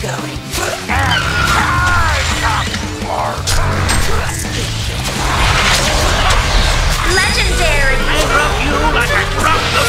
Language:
English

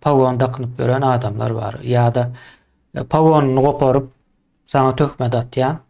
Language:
Turkmen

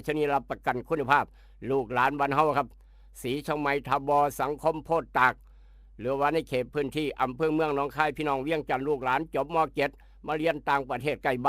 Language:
Northeastern Thai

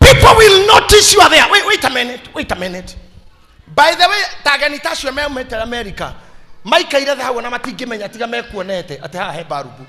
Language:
Kikuyu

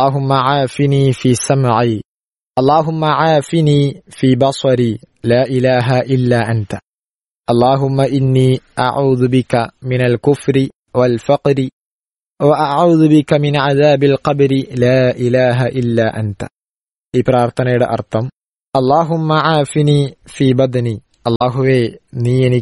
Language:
Malayalam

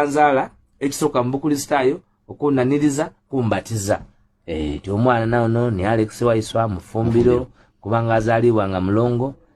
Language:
Ganda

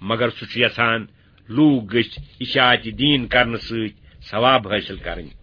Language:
Kashmiri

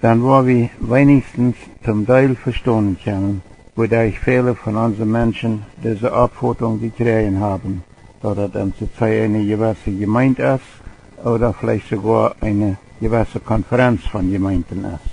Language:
Plautdietsch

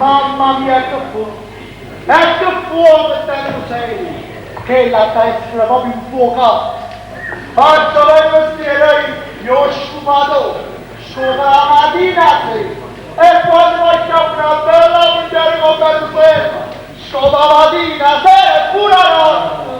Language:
Neapolitan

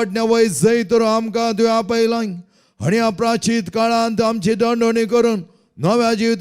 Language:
Konkani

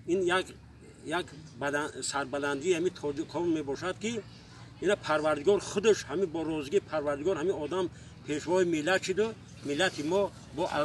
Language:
Tajik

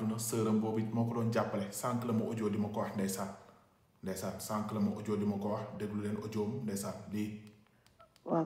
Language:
Wolof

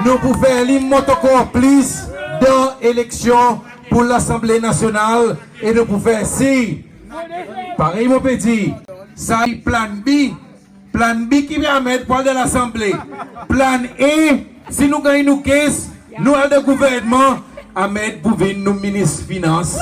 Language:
Seselwa Creole French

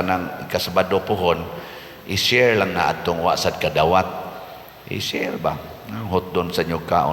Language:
Cebuano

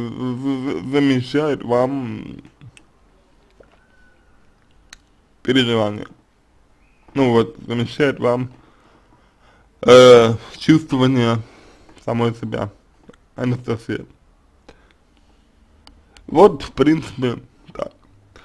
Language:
Russian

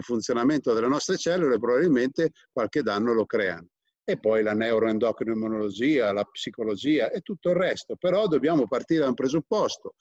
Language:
Italian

